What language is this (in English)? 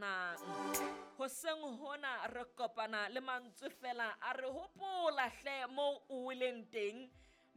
Southern Sotho